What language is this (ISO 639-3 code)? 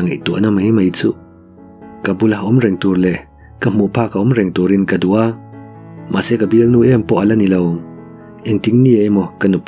lus